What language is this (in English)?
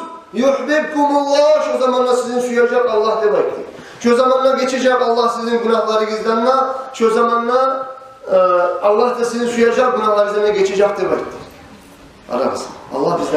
Kumyk